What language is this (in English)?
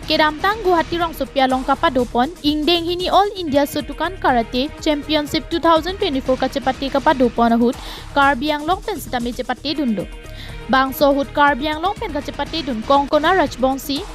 Karbi